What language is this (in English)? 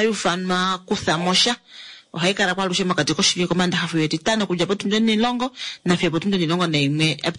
Kuanyama